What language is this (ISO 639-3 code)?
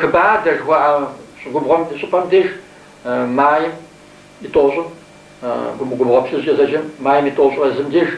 kbd